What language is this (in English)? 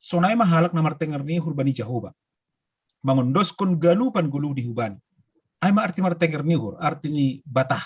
Batak Simalungun